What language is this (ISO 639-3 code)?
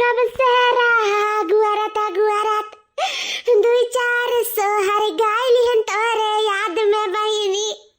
awa